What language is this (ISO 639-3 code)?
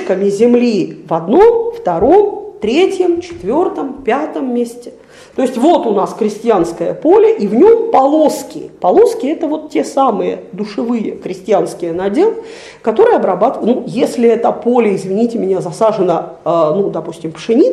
rus